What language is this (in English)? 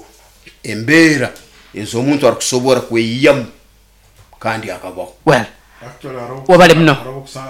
Nyoro